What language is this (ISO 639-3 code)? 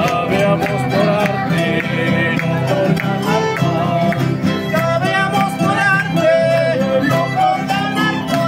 qvi